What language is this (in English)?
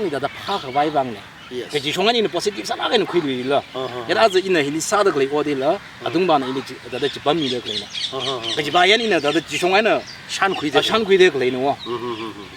Tangkhul Naga (India)